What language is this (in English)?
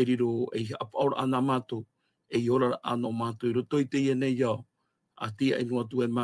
Tahitian